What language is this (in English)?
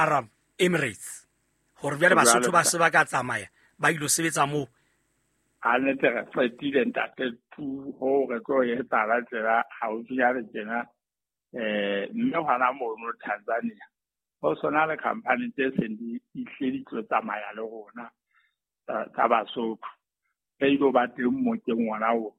Southern Sotho